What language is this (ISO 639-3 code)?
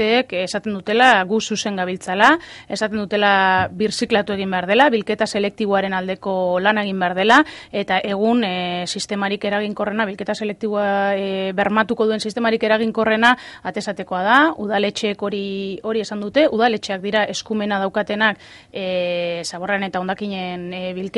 eus